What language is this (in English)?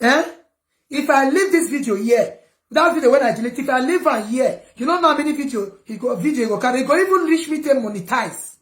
Nigerian Pidgin